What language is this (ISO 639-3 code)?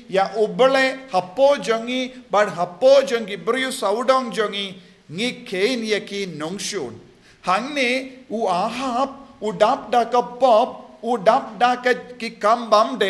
kha